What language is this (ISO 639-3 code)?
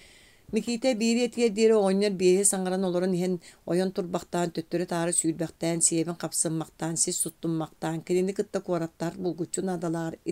sah